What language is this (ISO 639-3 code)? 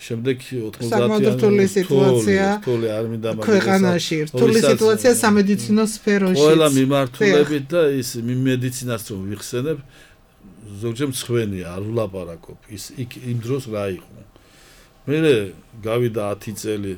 kat